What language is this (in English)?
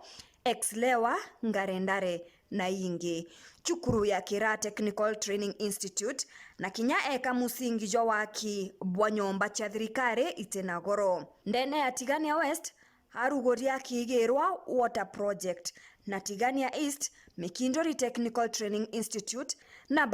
Meru